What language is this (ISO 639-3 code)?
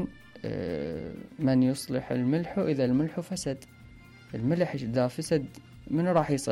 acm